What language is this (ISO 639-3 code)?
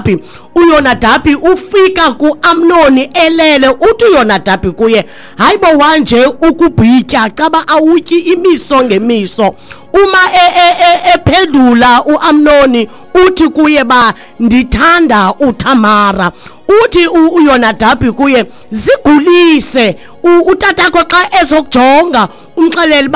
xho